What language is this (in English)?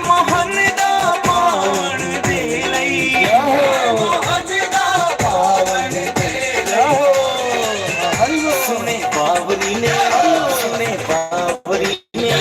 Dogri